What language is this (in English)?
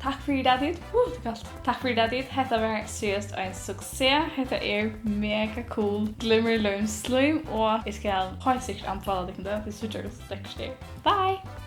Faroese